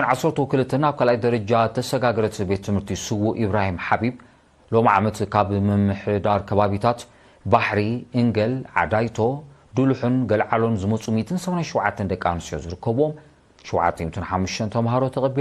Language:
Tigrinya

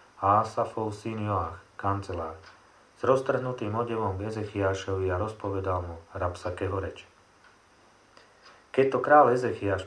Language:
Slovak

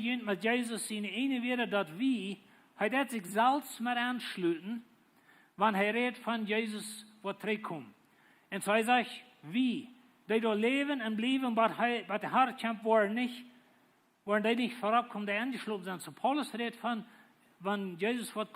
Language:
Plautdietsch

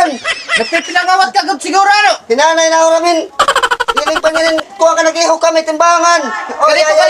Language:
Waray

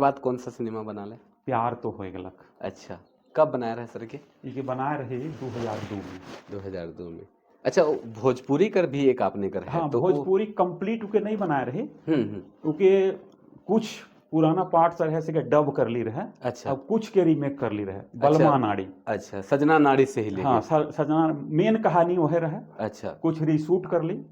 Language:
Sadri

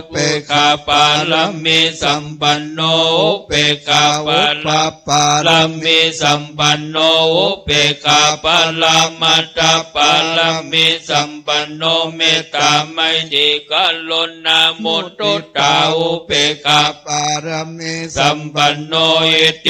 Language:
Pali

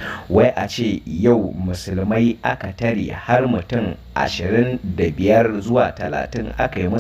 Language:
Hausa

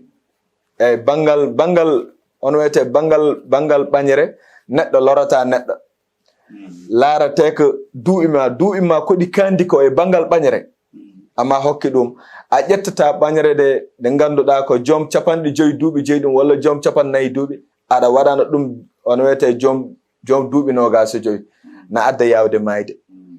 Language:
Fula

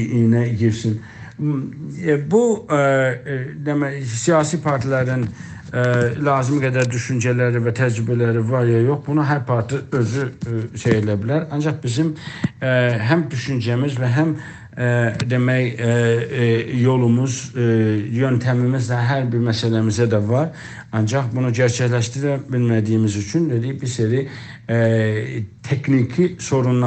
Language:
South Azerbaijani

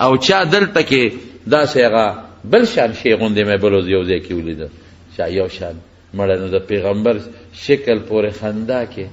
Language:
Pashto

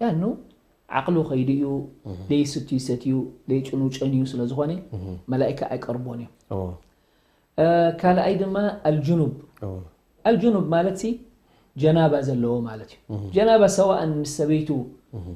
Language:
Tigrinya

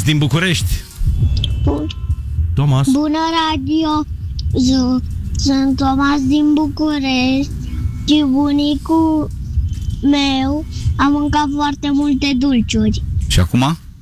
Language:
Romanian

